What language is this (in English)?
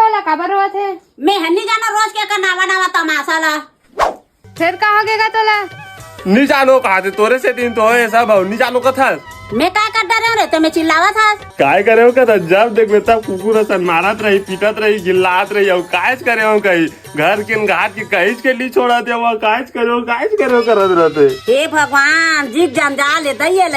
Chhattisgarhi